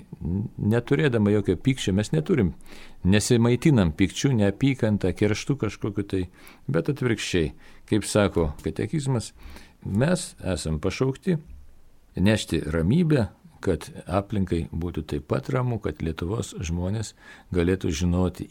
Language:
Lithuanian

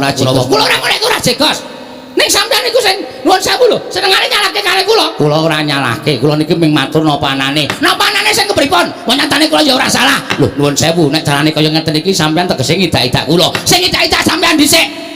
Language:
Javanese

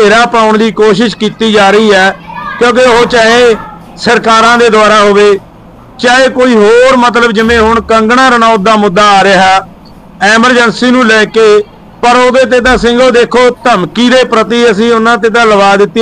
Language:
Punjabi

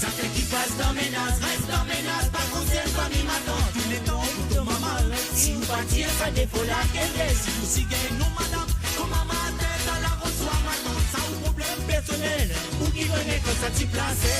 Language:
Morisyen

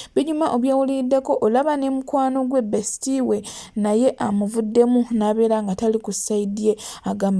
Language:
Ganda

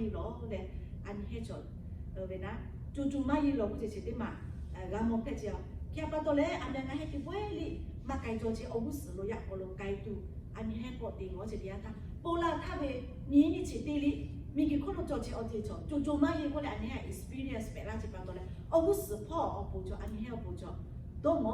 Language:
Lahu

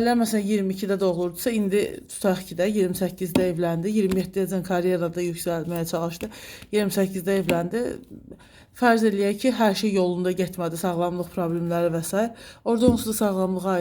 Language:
Azerbaijani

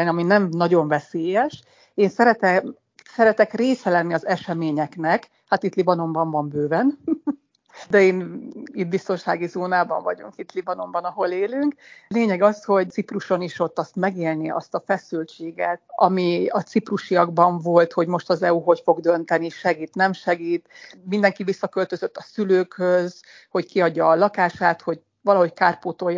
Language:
Hungarian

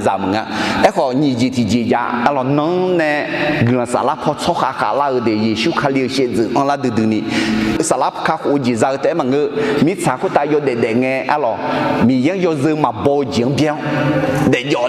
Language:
Akha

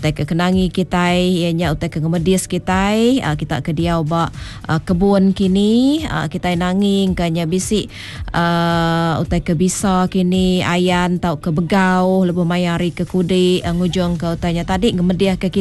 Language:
Iban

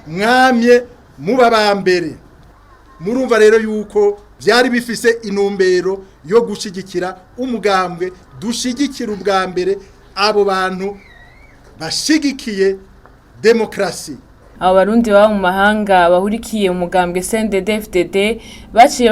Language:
Rundi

